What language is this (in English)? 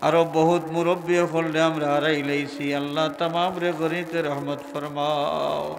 Sylheti